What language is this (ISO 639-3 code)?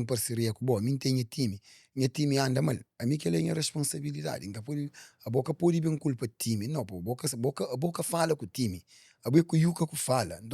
kea